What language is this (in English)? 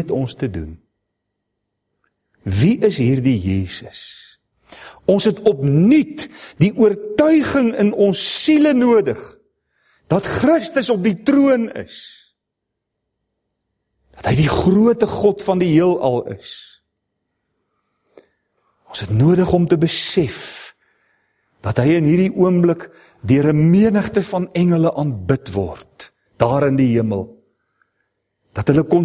Afrikaans